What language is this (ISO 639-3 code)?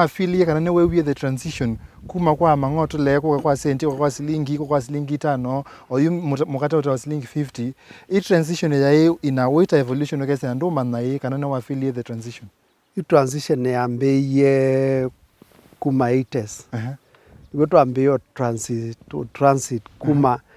kam